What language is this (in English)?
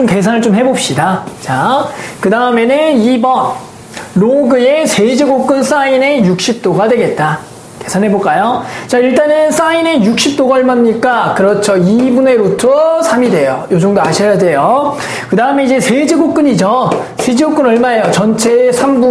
Korean